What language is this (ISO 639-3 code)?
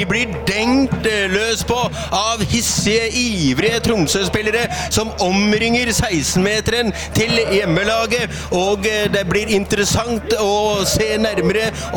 nor